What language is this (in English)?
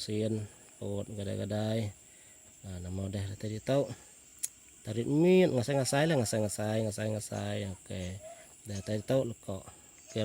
Iban